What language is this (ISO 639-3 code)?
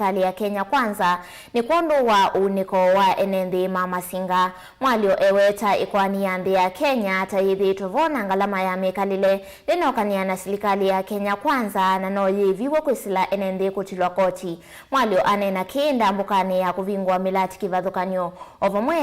kam